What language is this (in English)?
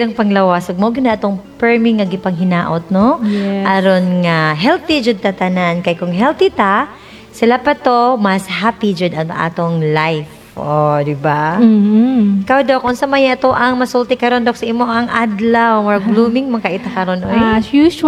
Cebuano